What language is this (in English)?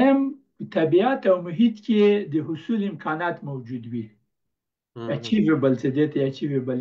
Pashto